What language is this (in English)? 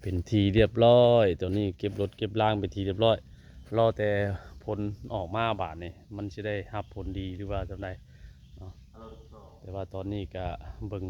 Northeastern Thai